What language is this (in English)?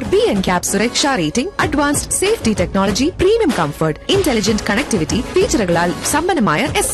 Malayalam